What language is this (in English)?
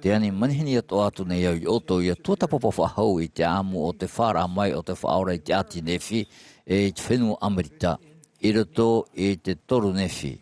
Tahitian